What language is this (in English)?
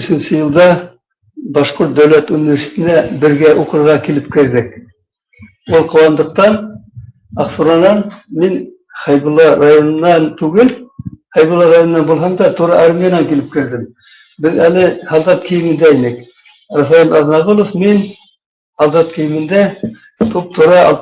Bashkir